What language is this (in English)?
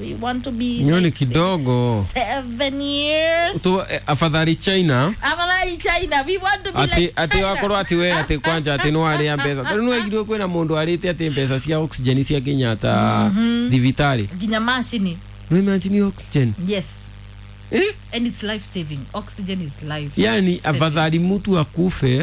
Kikuyu